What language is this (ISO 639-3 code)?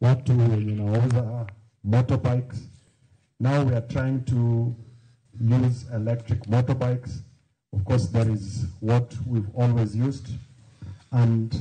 luo